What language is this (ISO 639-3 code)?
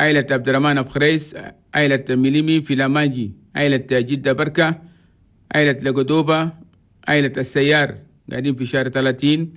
shu